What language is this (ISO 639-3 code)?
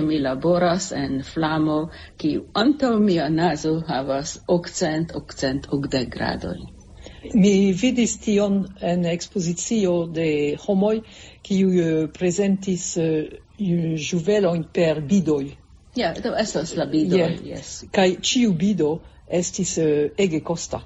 epo